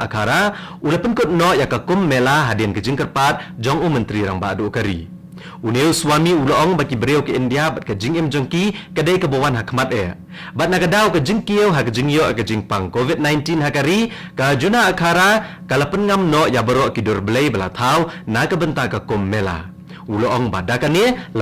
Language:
Khasi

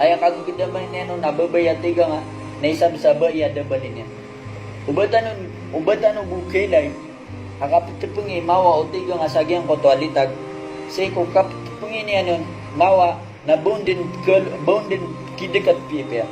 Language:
Maranao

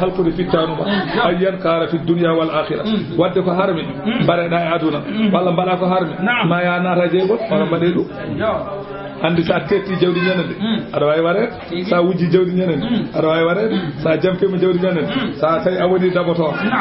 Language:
Fula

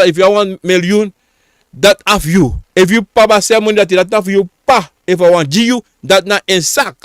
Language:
Sranan Tongo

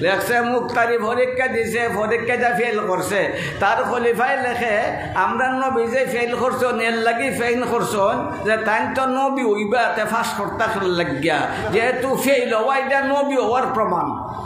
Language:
Sylheti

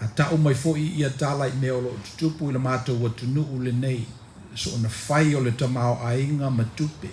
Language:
Samoan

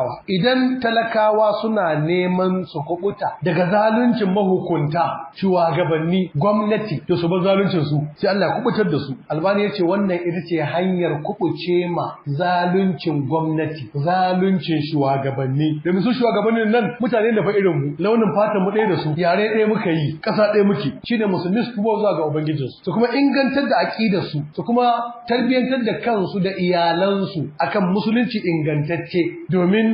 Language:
Hausa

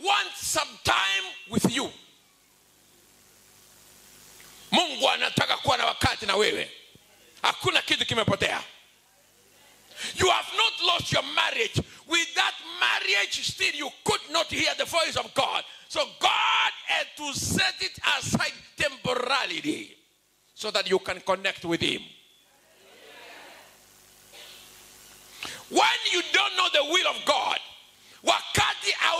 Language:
Swahili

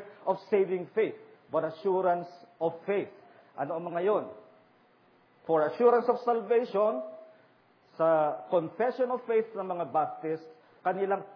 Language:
Filipino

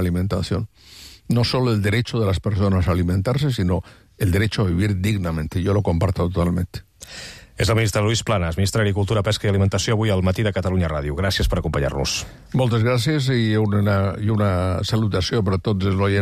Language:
Catalan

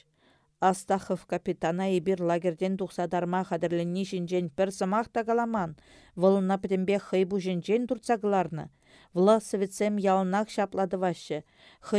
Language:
Chuvash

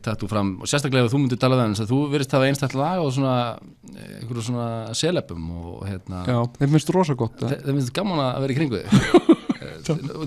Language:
Icelandic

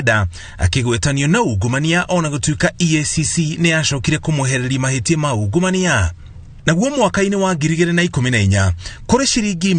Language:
Kikuyu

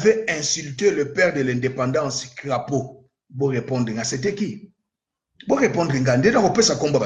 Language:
Lingala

